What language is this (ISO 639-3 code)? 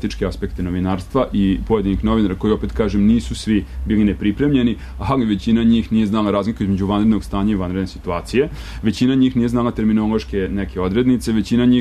srp